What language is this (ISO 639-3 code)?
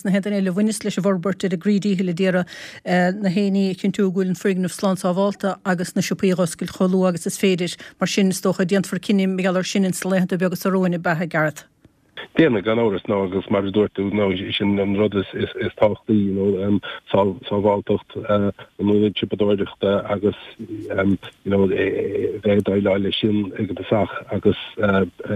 gle